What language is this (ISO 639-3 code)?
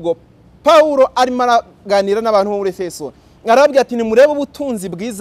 kin